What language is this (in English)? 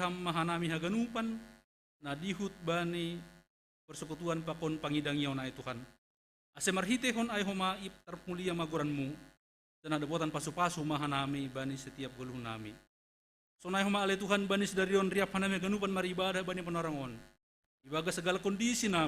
Batak Simalungun